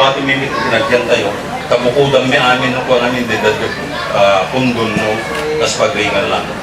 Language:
Iloko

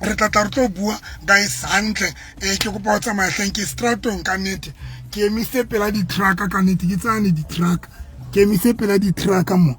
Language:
Southern Sotho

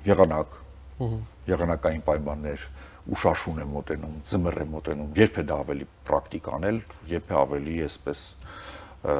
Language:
Armenian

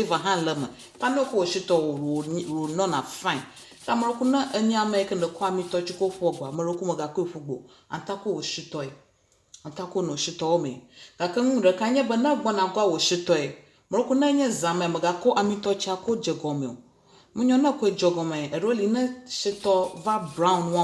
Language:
Ewe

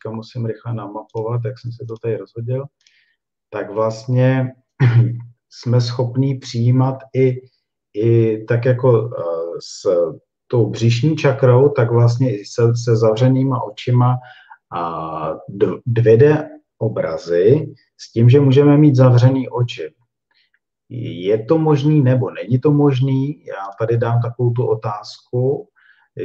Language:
Czech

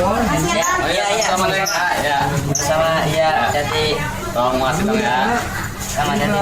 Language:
Betawi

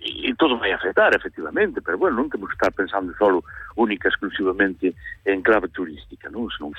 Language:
Galician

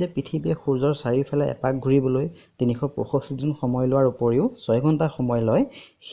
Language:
Assamese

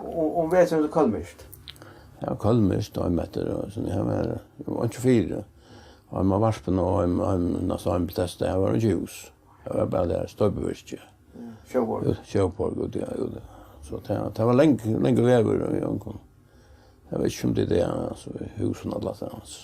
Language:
Faroese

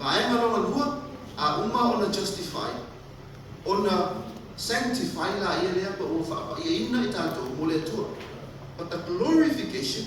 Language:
Samoan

